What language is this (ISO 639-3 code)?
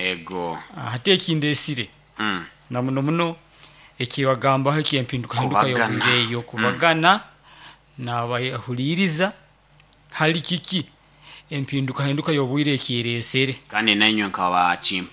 nyo